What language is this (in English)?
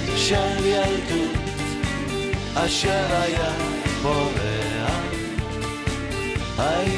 Hebrew